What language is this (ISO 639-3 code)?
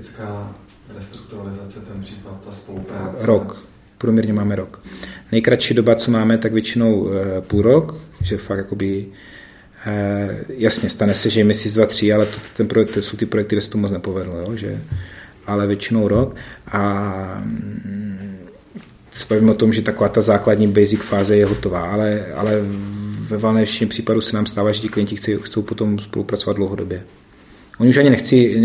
ces